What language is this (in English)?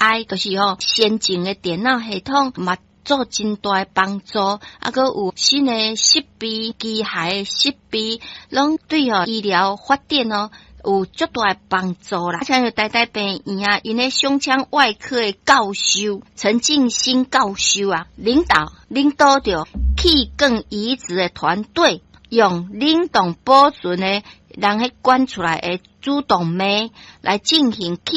Min Nan Chinese